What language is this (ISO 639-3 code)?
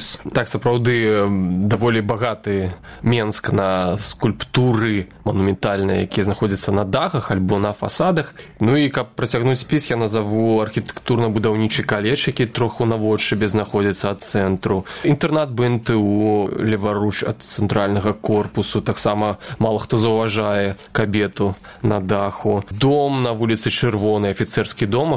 bel